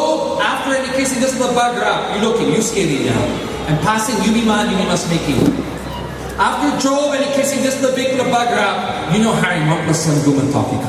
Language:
Tok Pisin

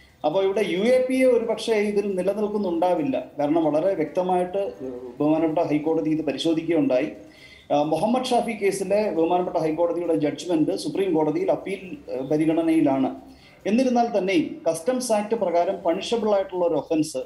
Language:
Malayalam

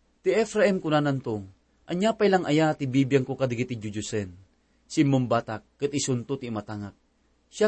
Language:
Iloko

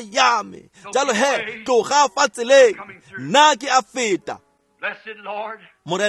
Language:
Tswana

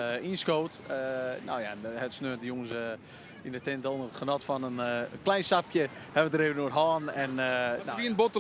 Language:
Western Frisian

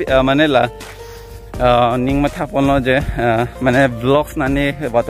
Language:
Karbi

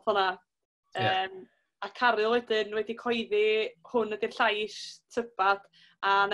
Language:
Welsh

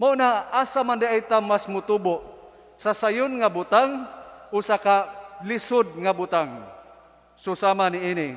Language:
Cebuano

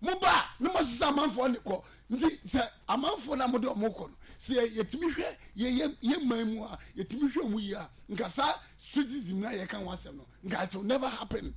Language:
Akan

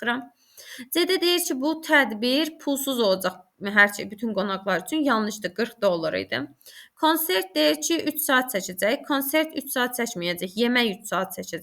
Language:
Azerbaijani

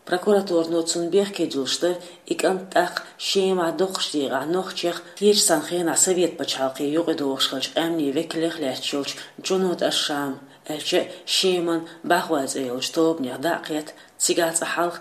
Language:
Chechen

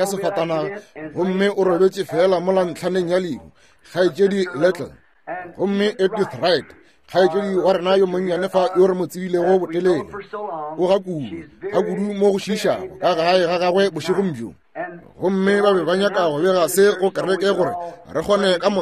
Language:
Northern Sotho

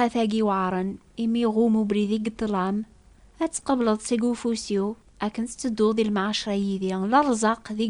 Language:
Kabyle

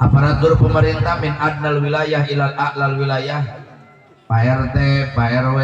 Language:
Sundanese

